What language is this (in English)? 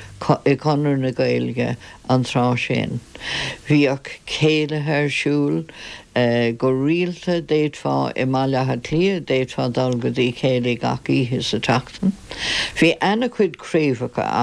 Irish